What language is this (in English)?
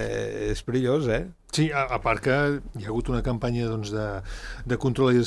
Catalan